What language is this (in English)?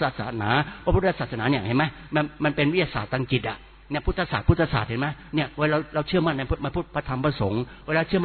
Thai